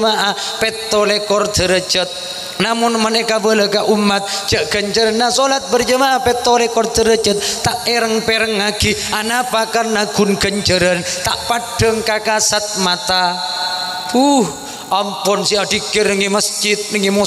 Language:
Madurese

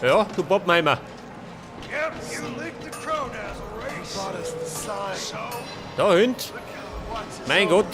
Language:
Bavarian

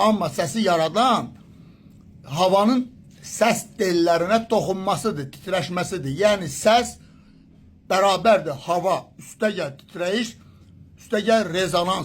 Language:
Azerbaijani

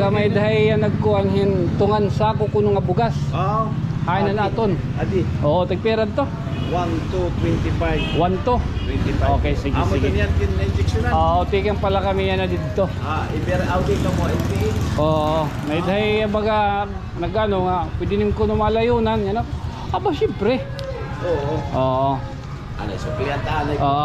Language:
Waray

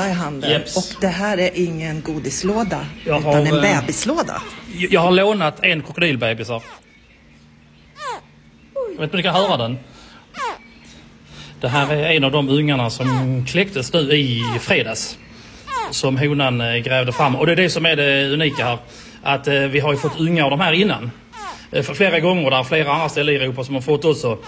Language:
Swedish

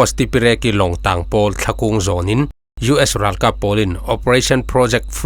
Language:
Falam Chin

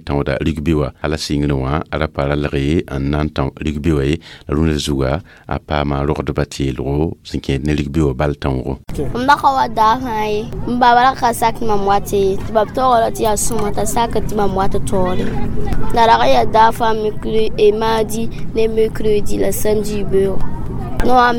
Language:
Mossi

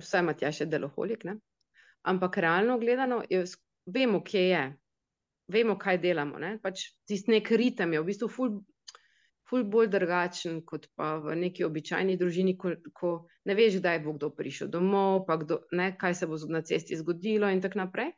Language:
Slovenian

